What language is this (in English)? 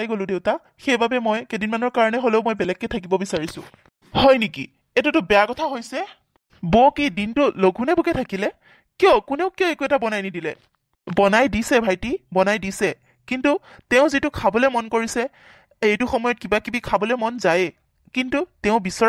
Assamese